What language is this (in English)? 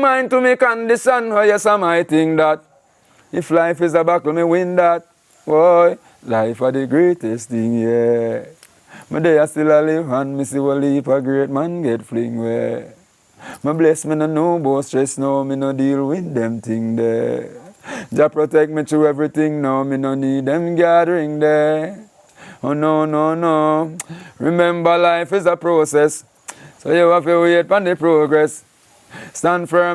Jamaican Creole English